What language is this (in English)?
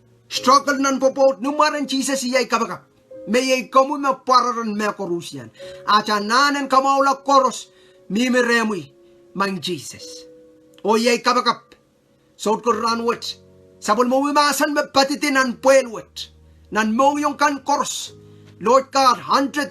Pohnpeian